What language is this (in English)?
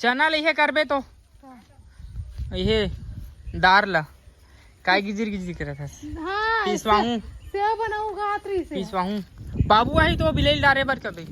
Chhattisgarhi